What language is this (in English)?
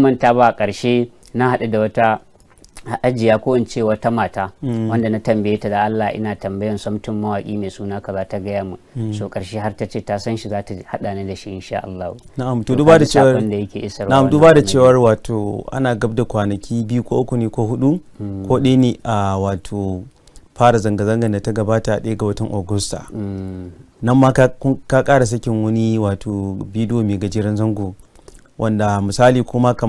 Hausa